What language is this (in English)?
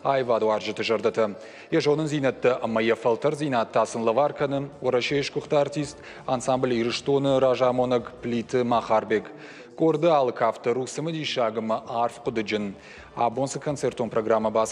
Ossetic